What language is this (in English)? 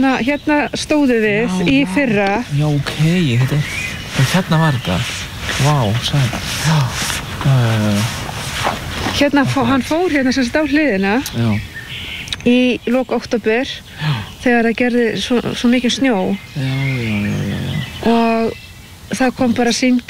Icelandic